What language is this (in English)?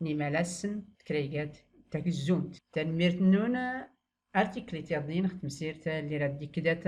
Tachelhit